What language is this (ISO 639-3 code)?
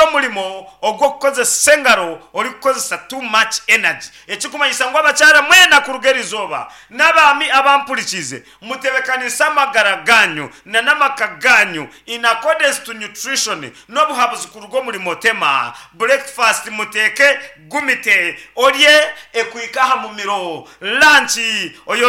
nyn